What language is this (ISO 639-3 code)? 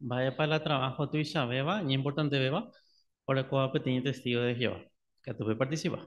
grn